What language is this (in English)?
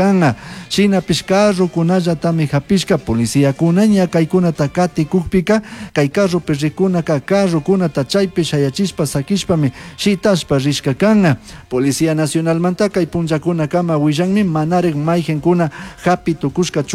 Chimborazo Highland Quichua